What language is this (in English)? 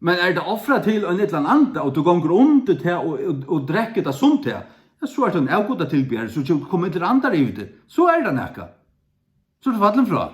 Faroese